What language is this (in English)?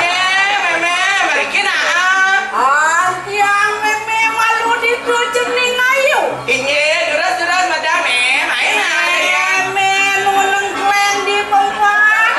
Balinese